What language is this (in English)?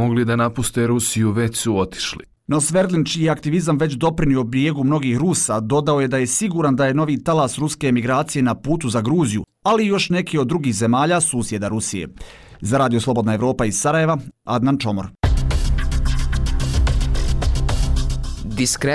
Bosnian